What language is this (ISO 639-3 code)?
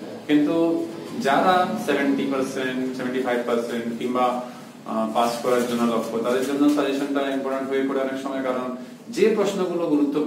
ben